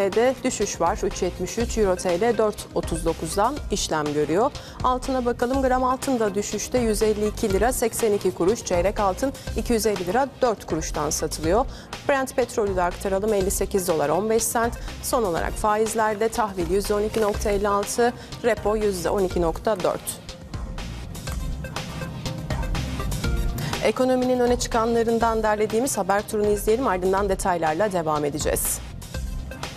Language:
Turkish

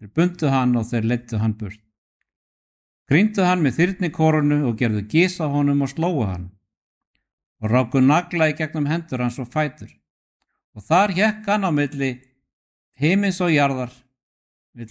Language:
Icelandic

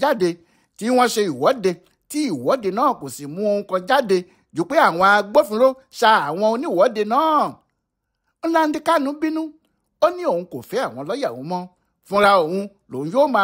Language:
Yoruba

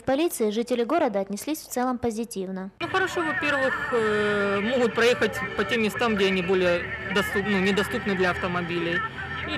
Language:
Russian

